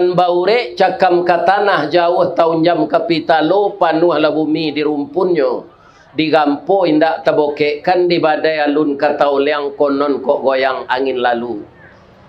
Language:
Minangkabau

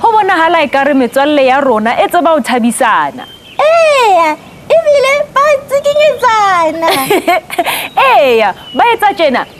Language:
Southern Sotho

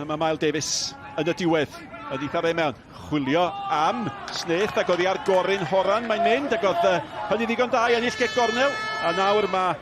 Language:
Welsh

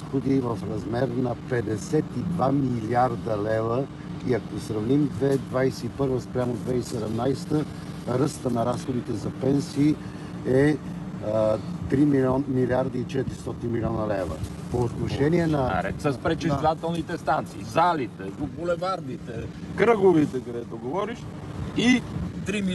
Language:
Bulgarian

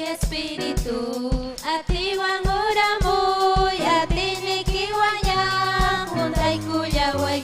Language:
Ayacucho Quechua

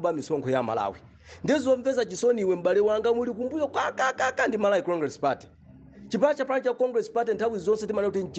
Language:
Nyanja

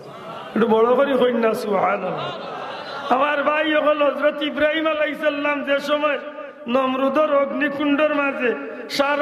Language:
Sylheti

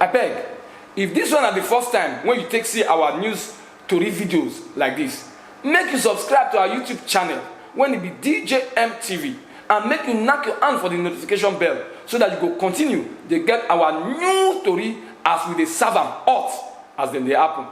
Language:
Nigerian Pidgin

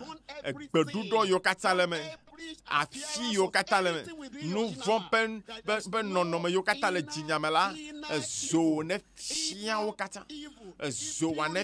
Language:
Ewe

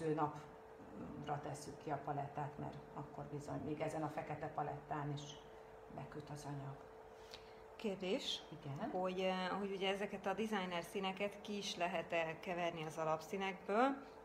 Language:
Hungarian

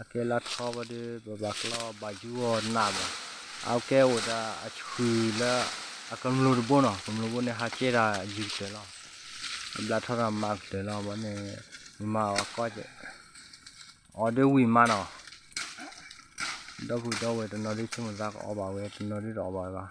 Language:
S'gaw Karen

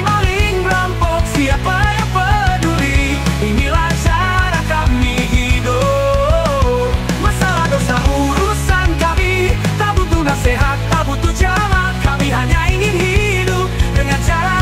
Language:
Makassar Malay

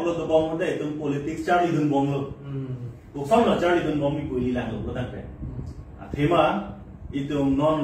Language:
Karbi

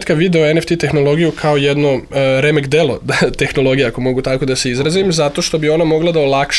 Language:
Serbian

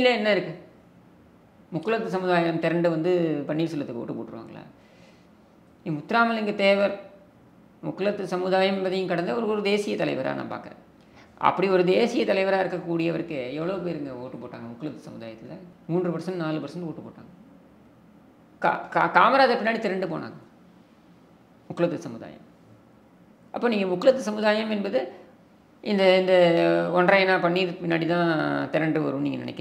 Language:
Tamil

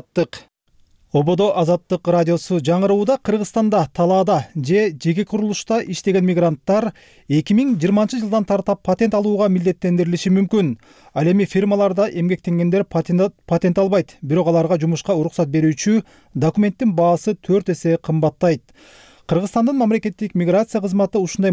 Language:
Kyrgyz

